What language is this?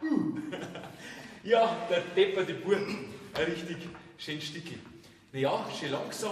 Bavarian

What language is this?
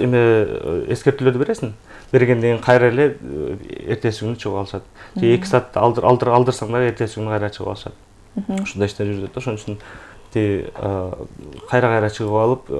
Kyrgyz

